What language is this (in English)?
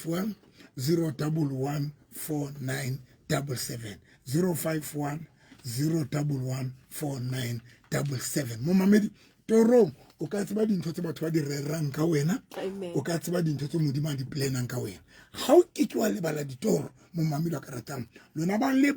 Southern Sotho